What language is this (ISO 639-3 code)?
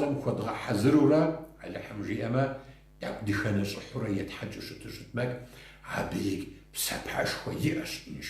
kbd